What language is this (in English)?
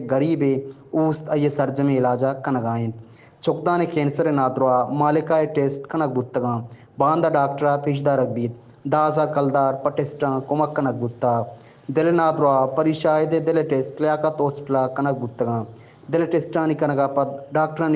Baluchi